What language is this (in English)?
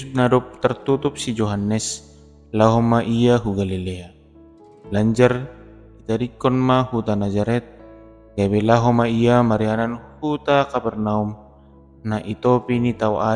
Batak Simalungun